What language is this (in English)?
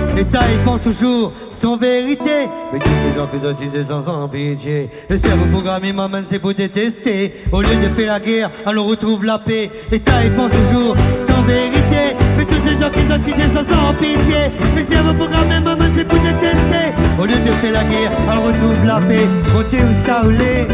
Réunion Creole French